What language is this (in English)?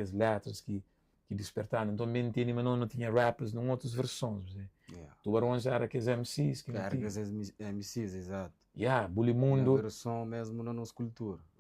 Kabuverdianu